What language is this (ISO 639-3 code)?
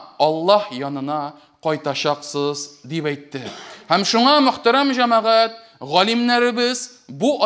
tat